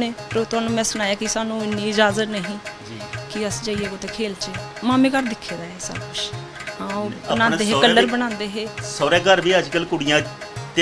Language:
Dogri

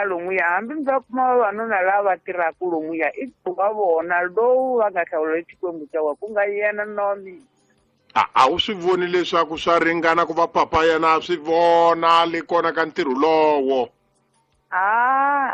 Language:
Tsonga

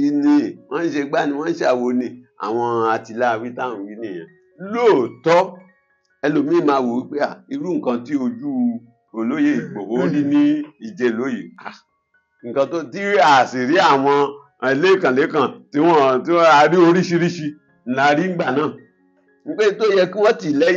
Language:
Yoruba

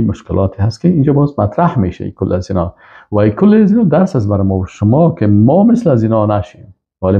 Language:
Persian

